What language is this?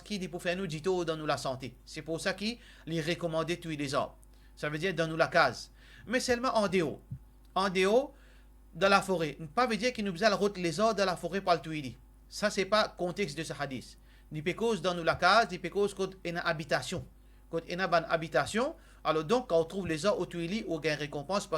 Morisyen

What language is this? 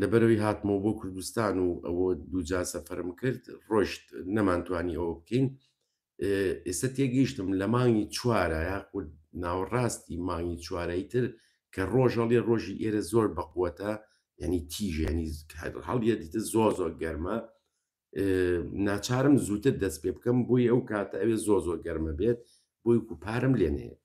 Central Kurdish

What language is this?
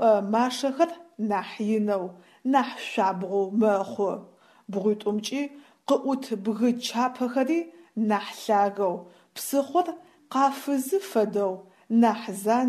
Adyghe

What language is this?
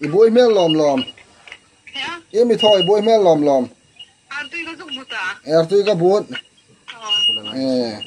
Hmar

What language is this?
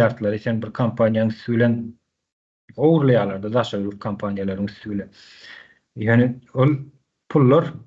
Turkmen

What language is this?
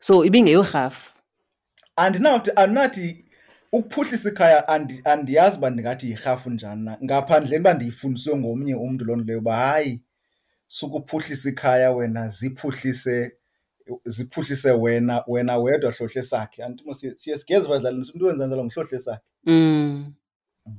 Xhosa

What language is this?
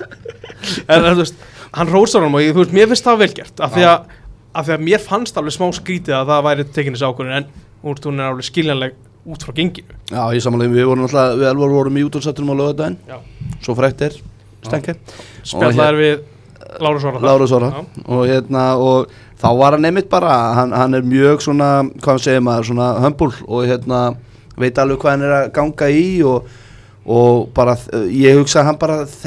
Icelandic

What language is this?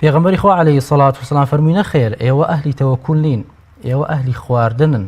Central Kurdish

